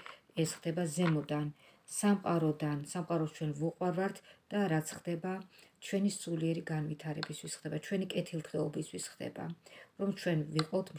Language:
Georgian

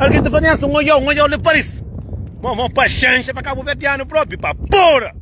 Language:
Kabuverdianu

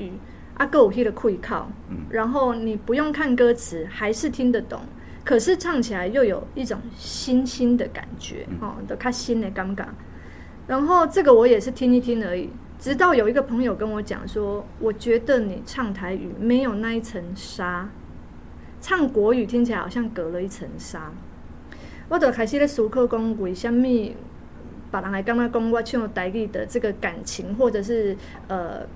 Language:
Min Nan Chinese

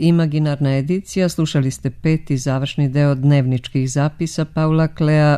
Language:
Serbian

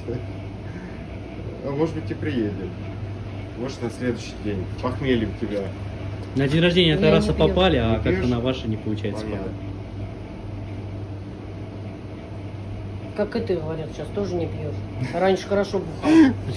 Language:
Russian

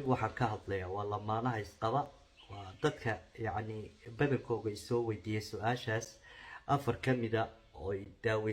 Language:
Somali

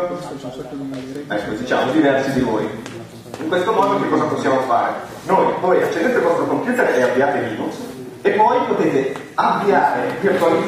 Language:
Italian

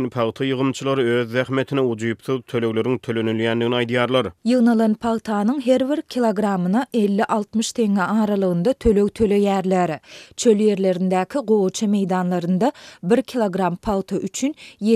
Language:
Turkmen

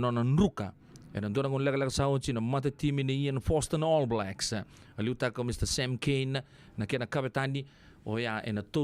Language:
Fijian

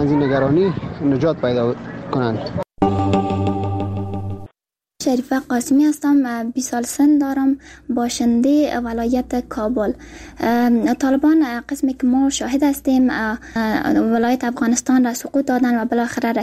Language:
Persian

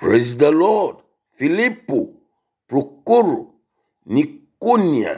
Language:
Ewe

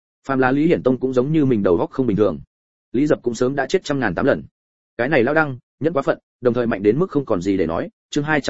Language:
Vietnamese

